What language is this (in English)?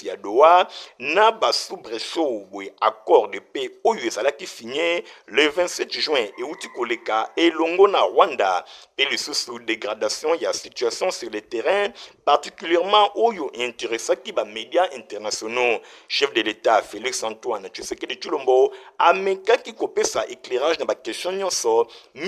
Lingala